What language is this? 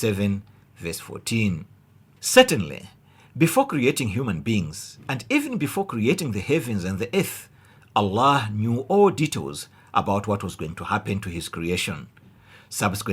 English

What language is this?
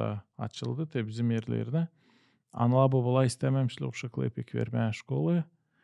Gagauz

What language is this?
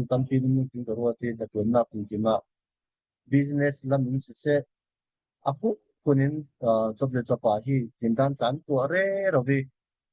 Falam Chin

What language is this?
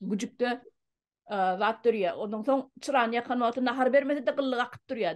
Turkmen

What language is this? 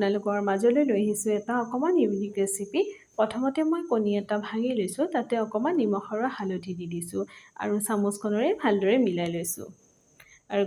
Assamese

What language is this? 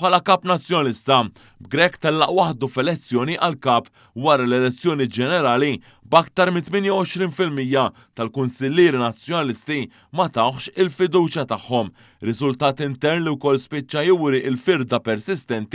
Maltese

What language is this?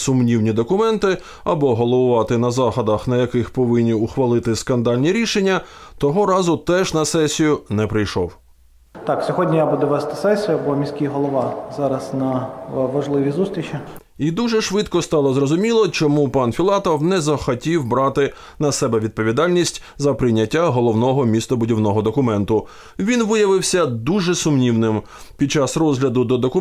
Ukrainian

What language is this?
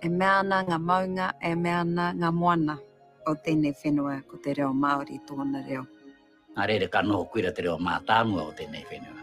Māori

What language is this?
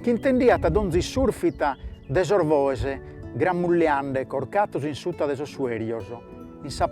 Sardinian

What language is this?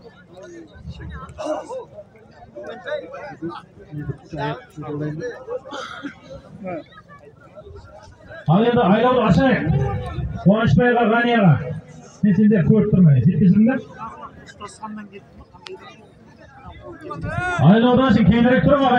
Kazakh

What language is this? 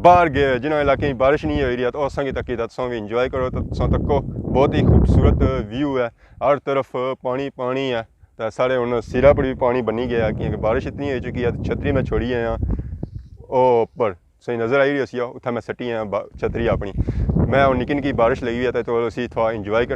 Pahari-Potwari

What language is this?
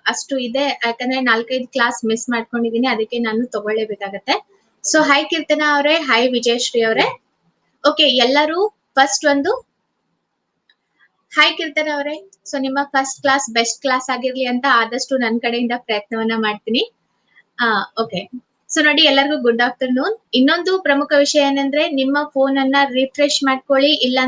Kannada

